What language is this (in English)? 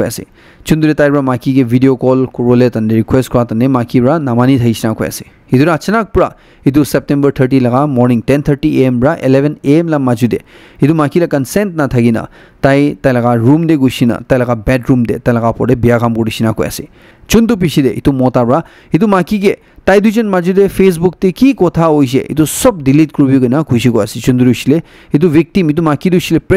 Naga Pidgin